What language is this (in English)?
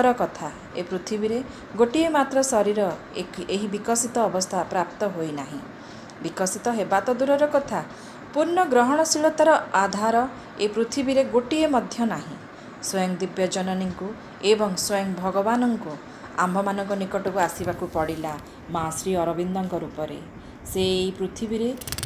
Odia